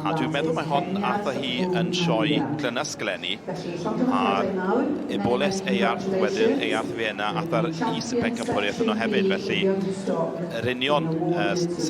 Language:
Welsh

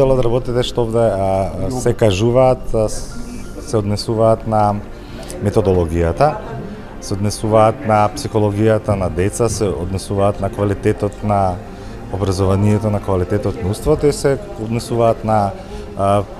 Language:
Macedonian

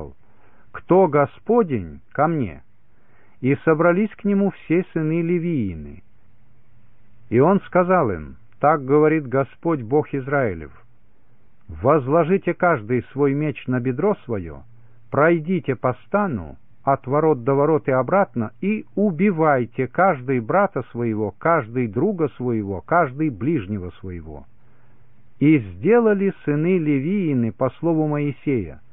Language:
Russian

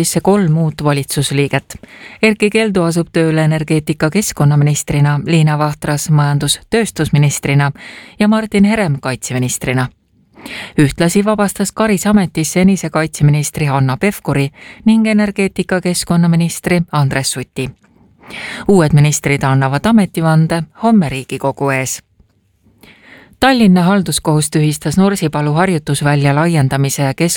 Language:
Estonian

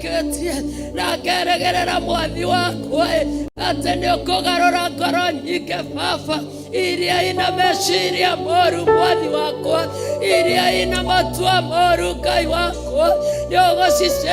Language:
Kikuyu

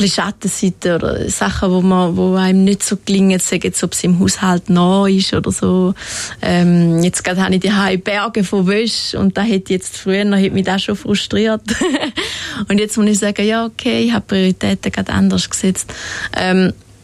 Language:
Swiss German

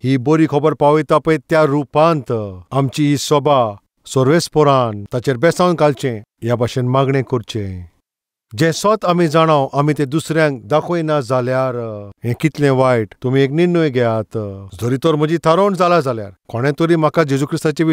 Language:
Konkani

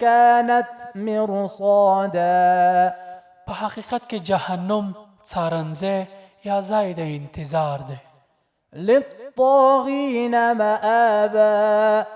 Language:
Pashto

